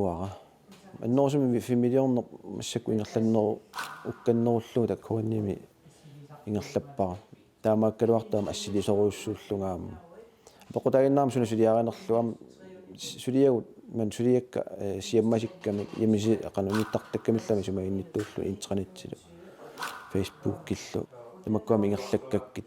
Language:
Kalaallisut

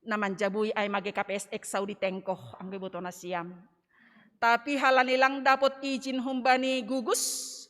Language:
Batak Simalungun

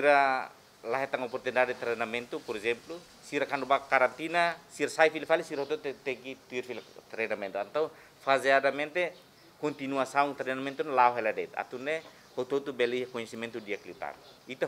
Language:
Tetum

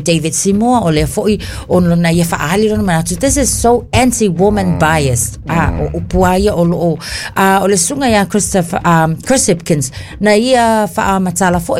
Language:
Samoan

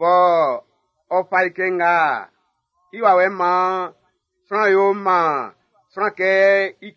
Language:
Baoulé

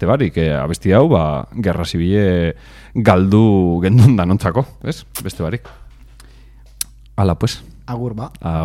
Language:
Basque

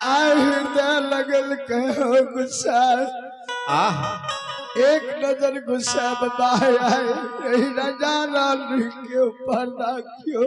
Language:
Maithili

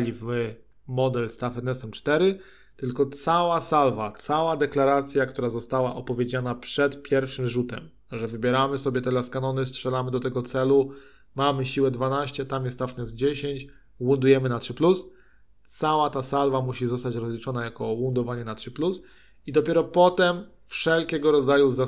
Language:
Polish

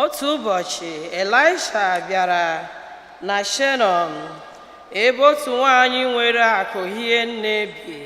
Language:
Igbo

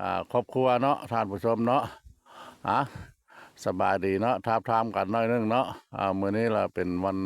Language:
Lao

